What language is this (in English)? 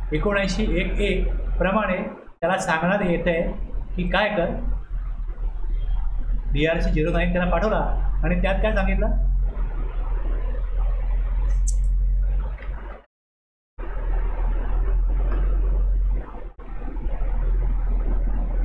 Marathi